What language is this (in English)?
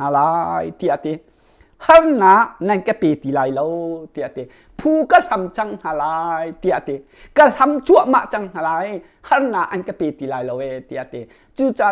Hakha Chin